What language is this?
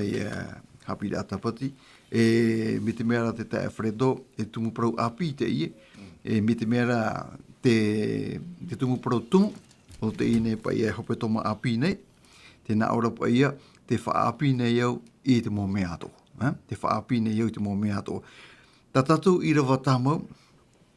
Tahitian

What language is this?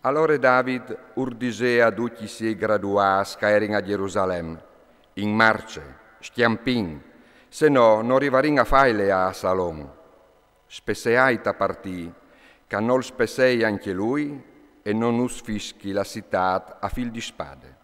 Friulian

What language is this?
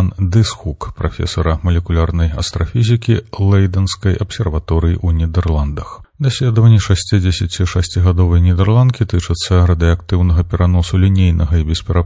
Belarusian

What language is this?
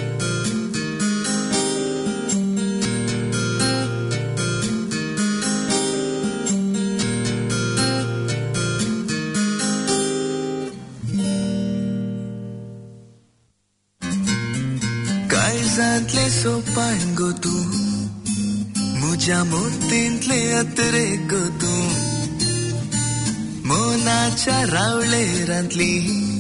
Konkani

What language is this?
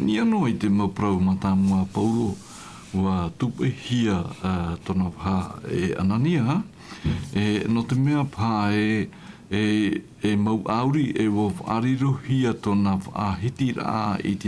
Tahitian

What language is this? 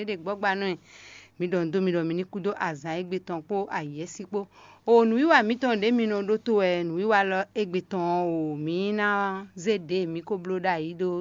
Fon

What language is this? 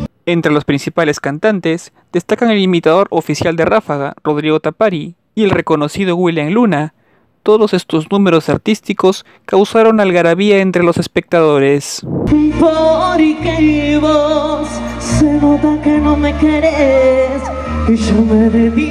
Spanish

